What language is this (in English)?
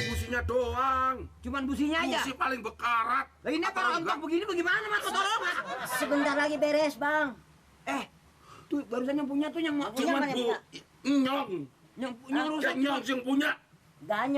Betawi